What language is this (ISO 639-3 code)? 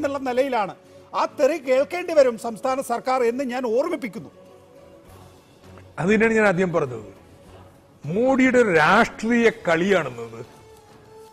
mal